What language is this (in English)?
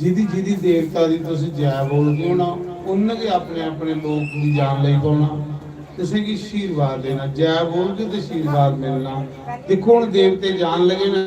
Dogri